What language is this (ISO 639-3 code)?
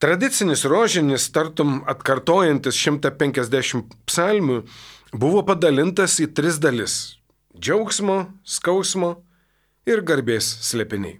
lit